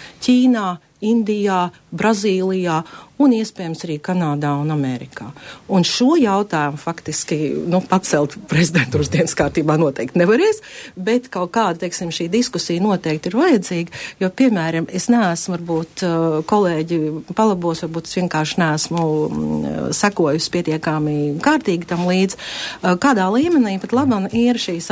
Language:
Latvian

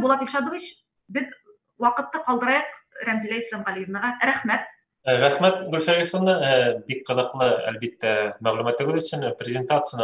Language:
Bashkir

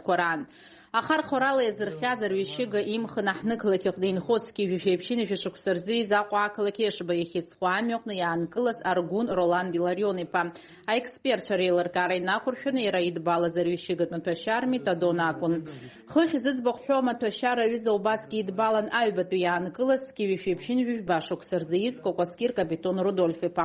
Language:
Abkhazian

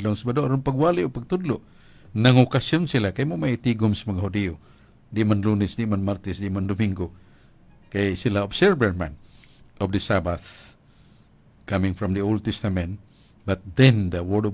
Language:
Cebuano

